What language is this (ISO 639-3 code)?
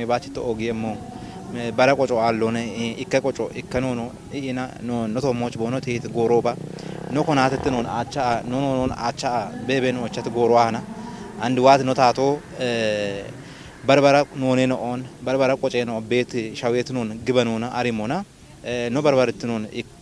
kbr